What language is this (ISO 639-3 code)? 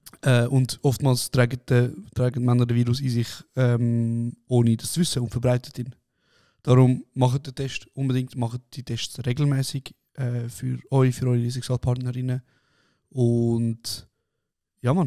gsw